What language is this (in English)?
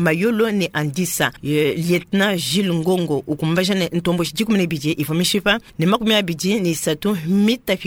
Luba-Lulua